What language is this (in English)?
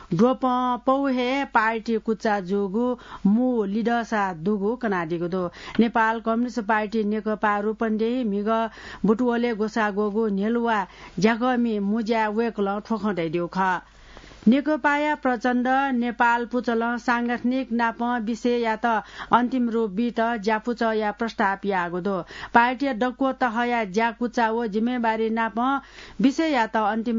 Newari